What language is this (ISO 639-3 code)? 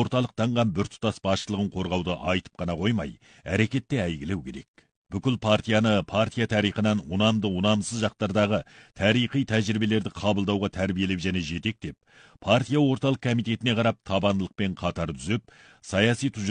kaz